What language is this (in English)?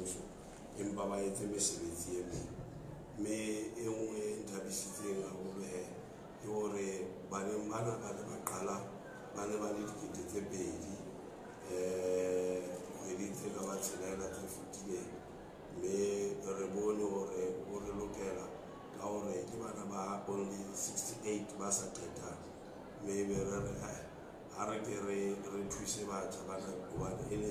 Southern Sotho